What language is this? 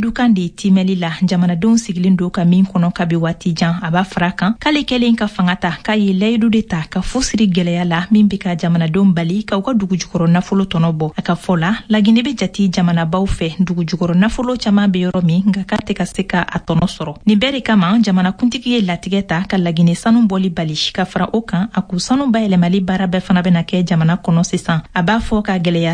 Bambara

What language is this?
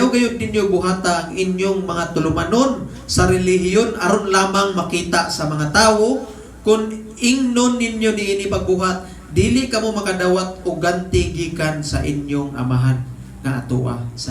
Cebuano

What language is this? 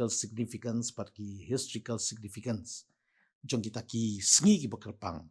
Khasi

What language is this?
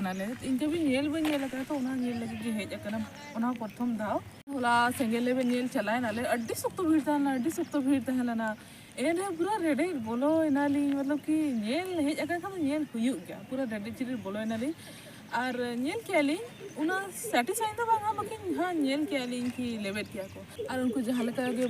Santali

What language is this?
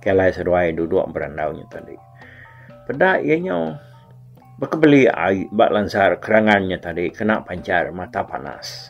Iban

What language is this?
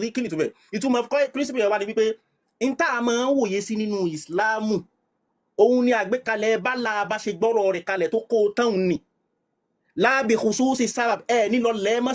Yoruba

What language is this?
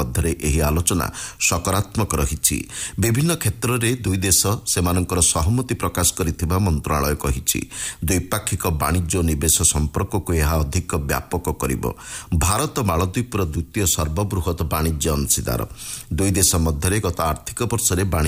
Odia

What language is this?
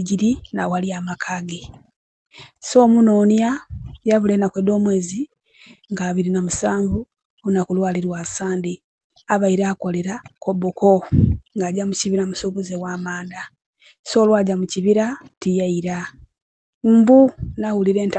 Soga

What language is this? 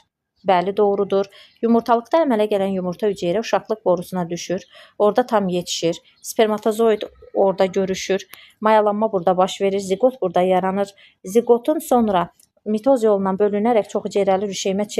Azerbaijani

